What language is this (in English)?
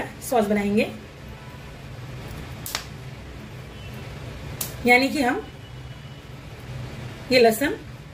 Hindi